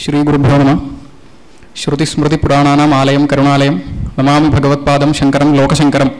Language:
Sanskrit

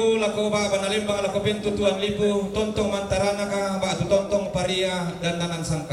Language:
Toraja-Sa'dan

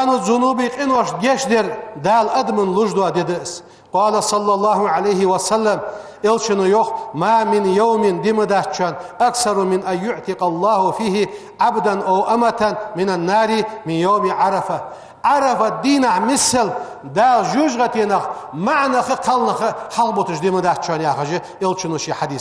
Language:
Ingush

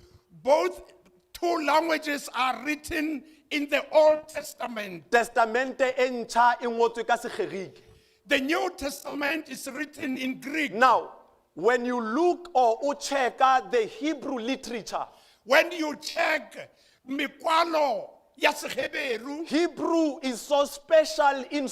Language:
Southern Sotho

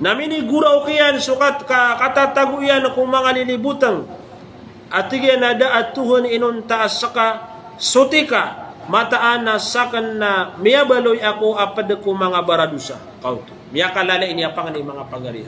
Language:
Maranao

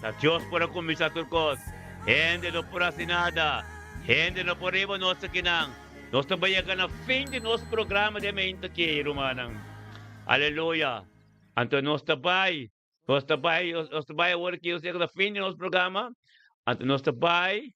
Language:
Papiamento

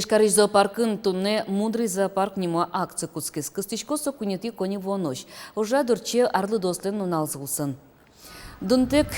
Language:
Udmurt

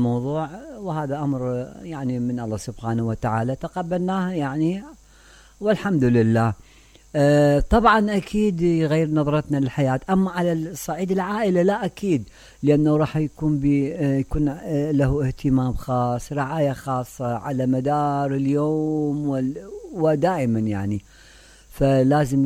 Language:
Mesopotamian Arabic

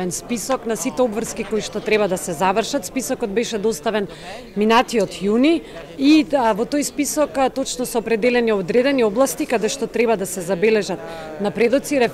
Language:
Macedonian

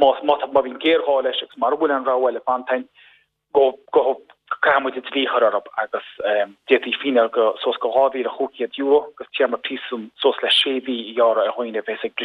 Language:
Irish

